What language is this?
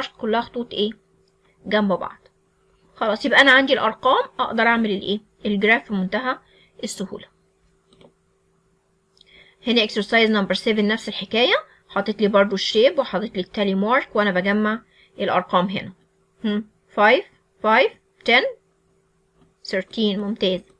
Egyptian Arabic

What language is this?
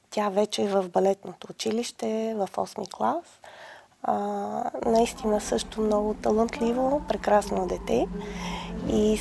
Bulgarian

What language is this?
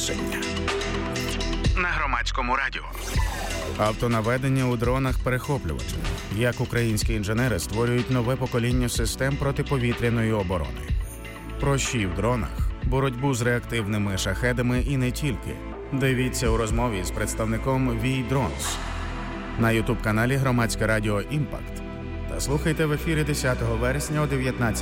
Ukrainian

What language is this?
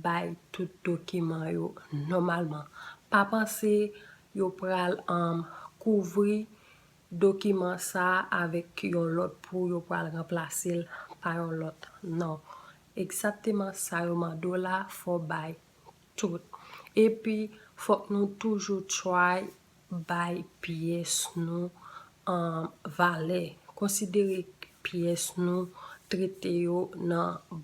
Haitian Creole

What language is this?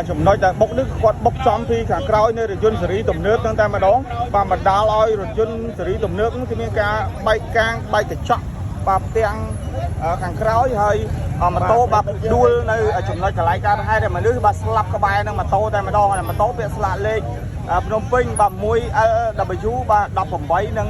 Khmer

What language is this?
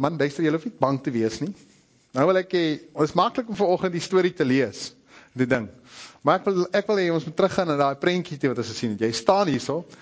Afrikaans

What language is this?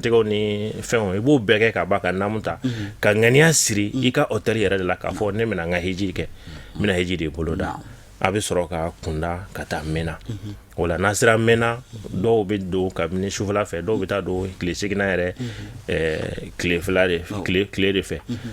Bambara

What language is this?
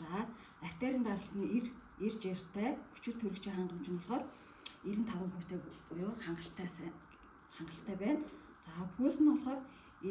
Mongolian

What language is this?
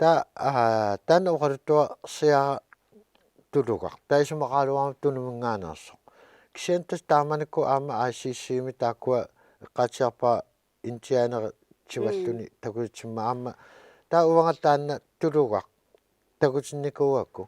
Kalaallisut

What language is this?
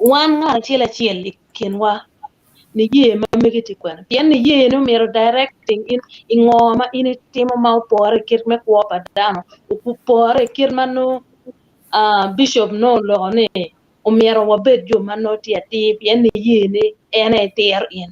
Acoli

